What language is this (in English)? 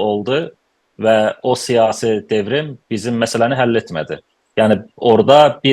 South Azerbaijani